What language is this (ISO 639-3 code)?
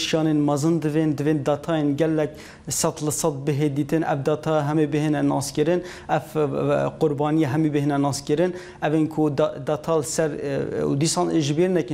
kur